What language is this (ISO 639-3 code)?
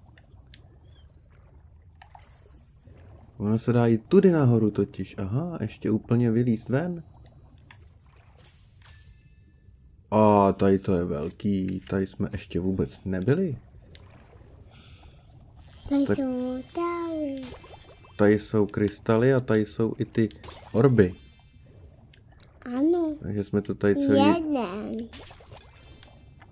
ces